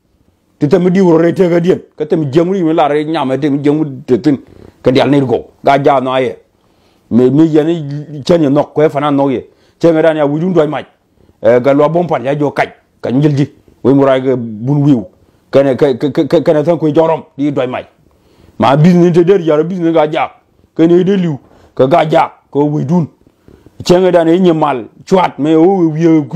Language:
Nuer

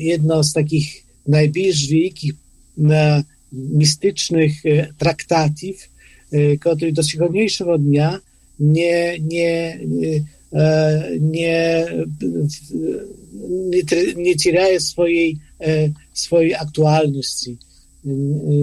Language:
Polish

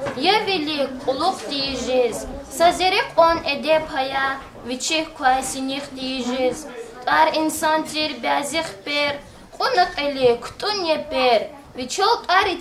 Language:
Lezghian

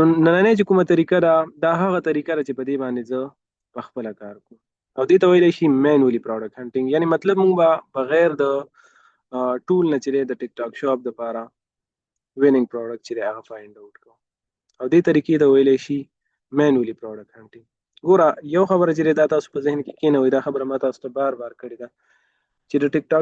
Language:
Pashto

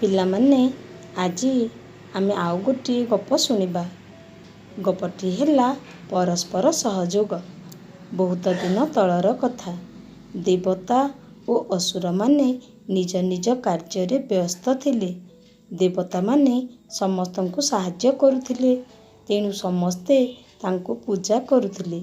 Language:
Odia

